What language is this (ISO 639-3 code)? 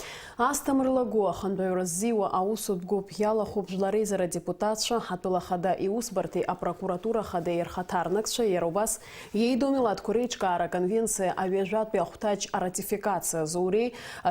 abk